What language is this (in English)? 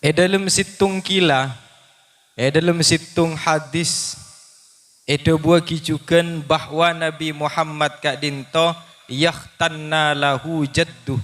Madurese